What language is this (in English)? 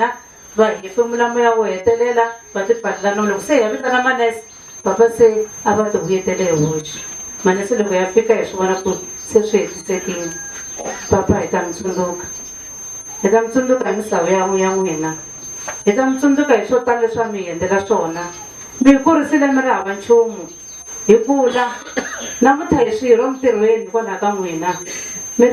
Tsonga